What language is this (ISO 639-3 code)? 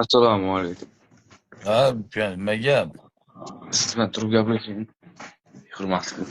uzb